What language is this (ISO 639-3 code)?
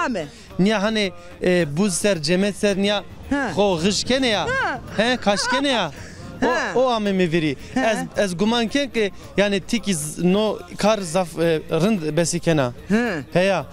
zza